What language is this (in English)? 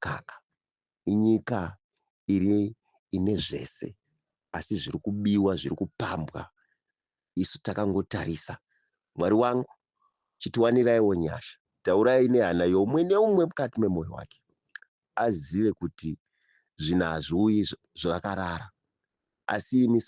Shona